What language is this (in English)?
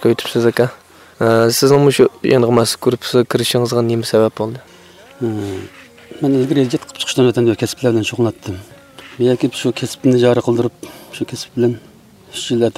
Uyghur